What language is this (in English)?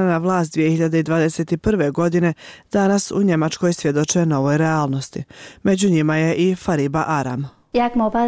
Bosnian